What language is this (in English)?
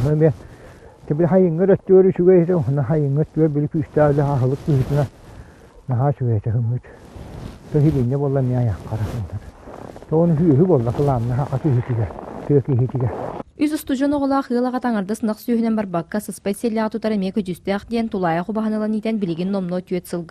Yakut